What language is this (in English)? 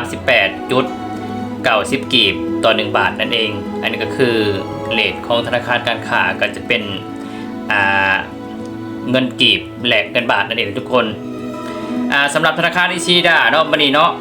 Lao